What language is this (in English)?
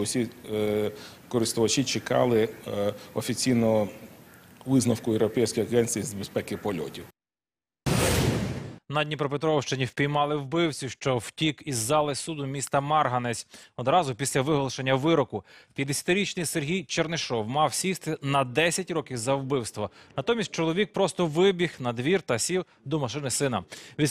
Ukrainian